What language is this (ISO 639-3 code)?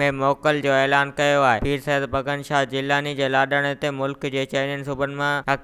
snd